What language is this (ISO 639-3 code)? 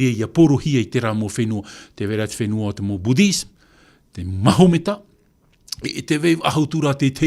tah